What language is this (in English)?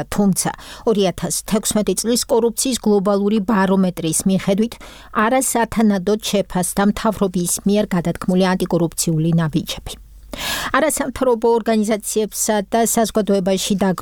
Georgian